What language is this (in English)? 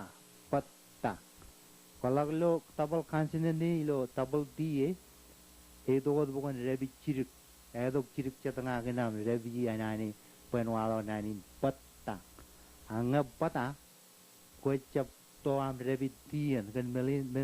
Marshallese